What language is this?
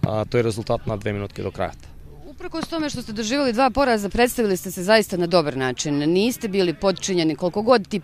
Macedonian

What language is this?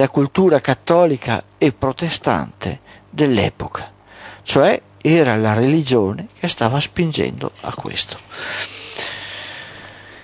Italian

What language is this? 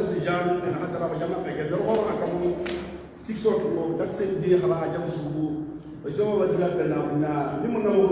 Tswana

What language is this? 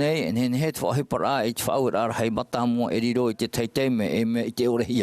Tahitian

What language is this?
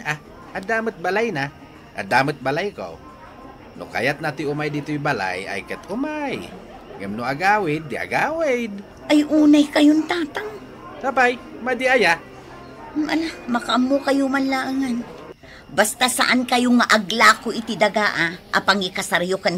Iloko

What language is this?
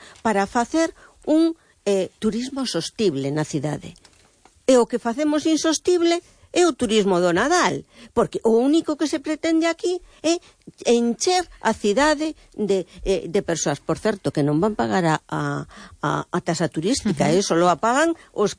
Galician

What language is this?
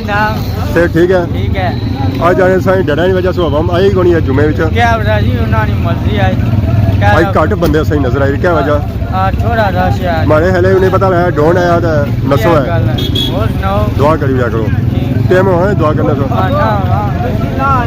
Pahari-Potwari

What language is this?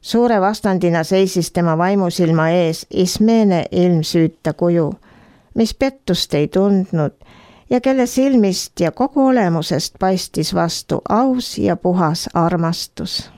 Estonian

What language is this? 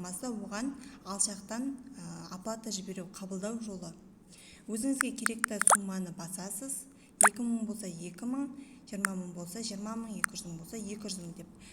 Kazakh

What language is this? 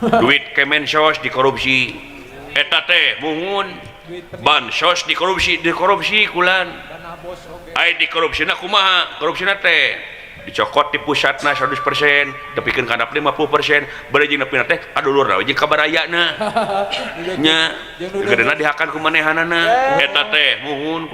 Sundanese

